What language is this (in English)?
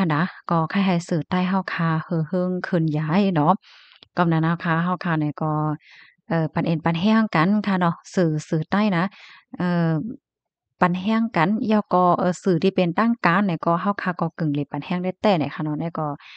Shan